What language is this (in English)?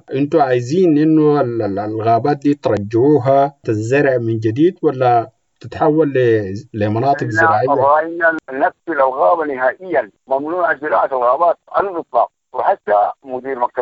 Sudanese Arabic